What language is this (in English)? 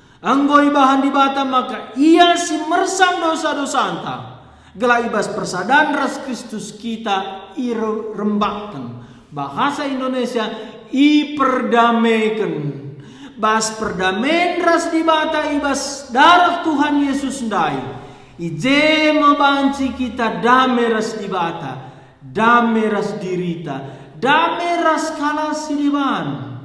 Batak Karo